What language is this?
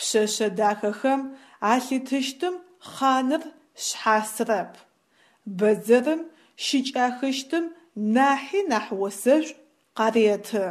Adyghe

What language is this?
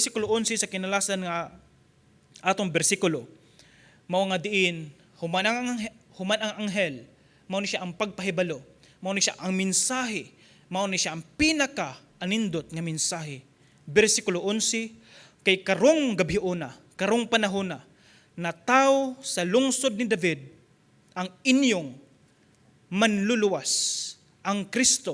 Cebuano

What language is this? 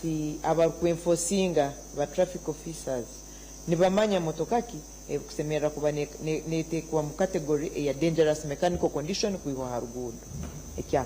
Nyankole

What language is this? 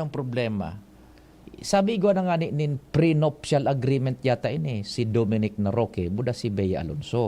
Bikol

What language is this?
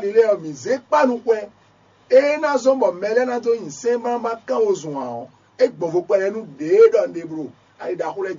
Fon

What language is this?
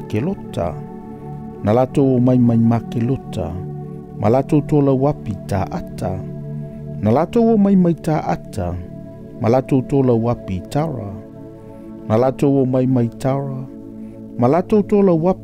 Samoan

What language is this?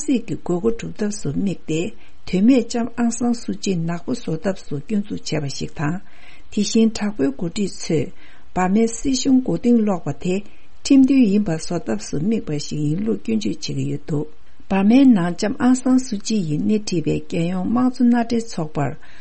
Tibetan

